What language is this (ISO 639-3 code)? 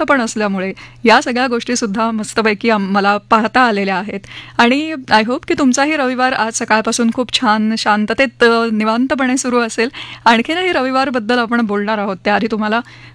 mar